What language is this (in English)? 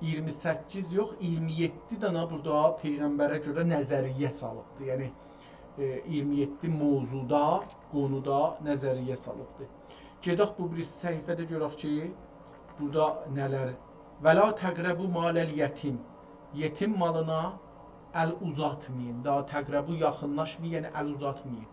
South Azerbaijani